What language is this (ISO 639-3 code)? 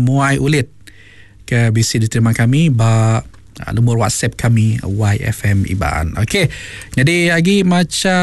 iba